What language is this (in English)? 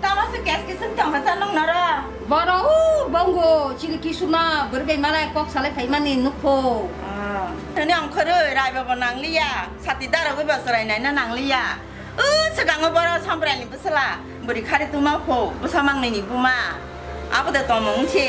Kok Borok